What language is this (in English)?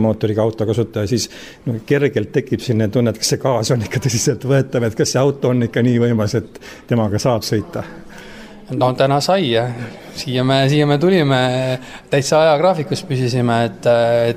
Estonian